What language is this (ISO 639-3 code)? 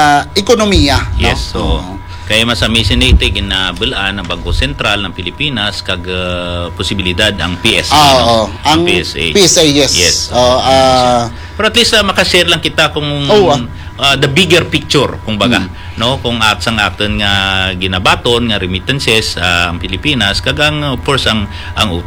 hil